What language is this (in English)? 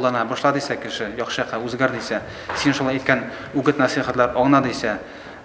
Bashkir